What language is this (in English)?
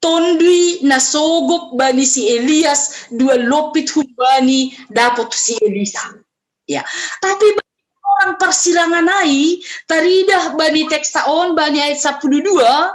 Batak Simalungun